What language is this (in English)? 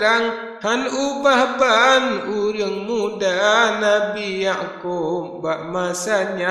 Achinese